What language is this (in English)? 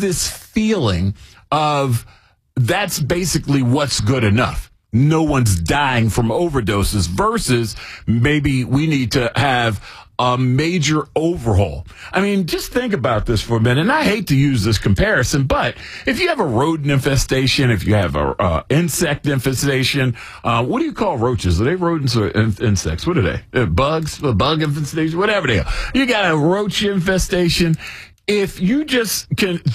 English